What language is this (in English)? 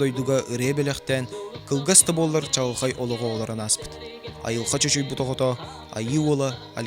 Yakut